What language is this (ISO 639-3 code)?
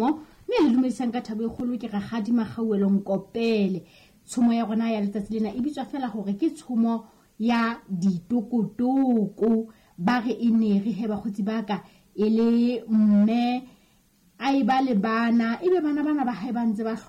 sot